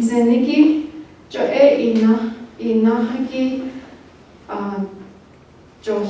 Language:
Navajo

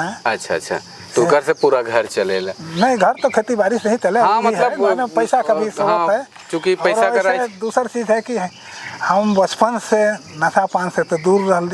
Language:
Sadri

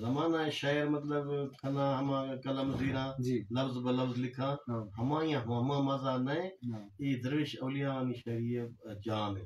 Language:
Eastern Balochi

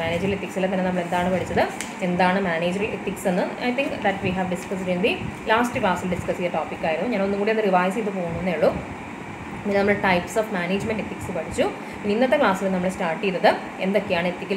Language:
Malayalam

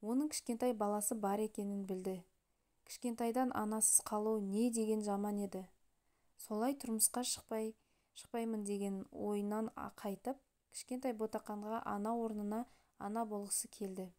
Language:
Kazakh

